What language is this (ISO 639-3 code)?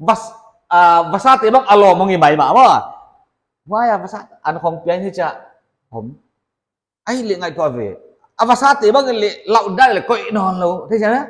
pck